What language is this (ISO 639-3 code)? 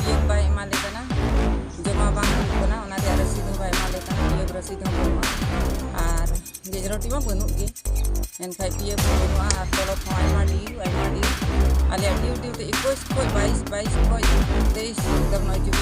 sck